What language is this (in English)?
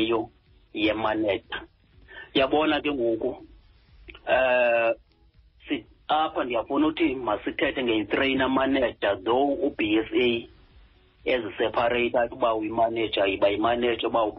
Xhosa